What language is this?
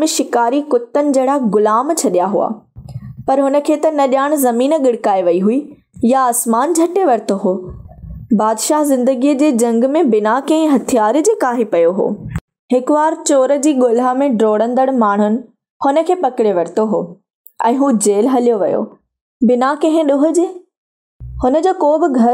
Sindhi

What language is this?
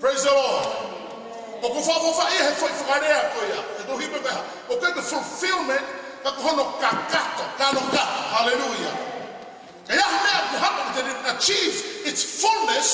Tongan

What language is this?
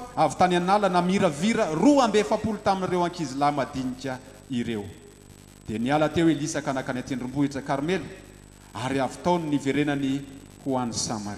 Malagasy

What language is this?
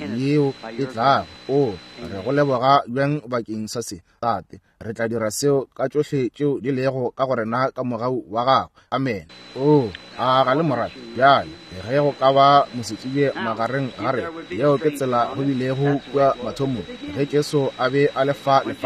Northern Sotho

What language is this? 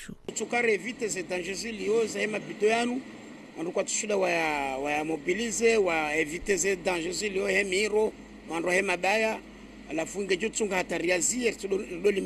Ngazidja Comorian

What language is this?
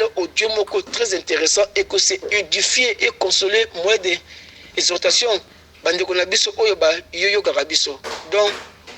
Lingala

